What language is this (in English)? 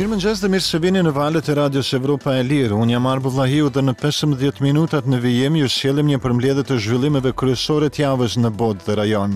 Albanian